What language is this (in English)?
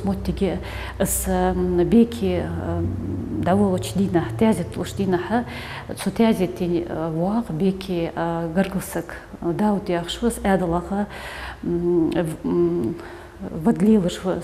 Ingush